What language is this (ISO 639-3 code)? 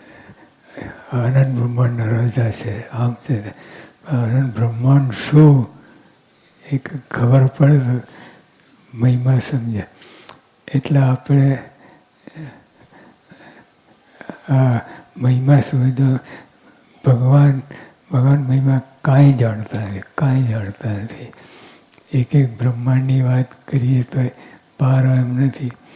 guj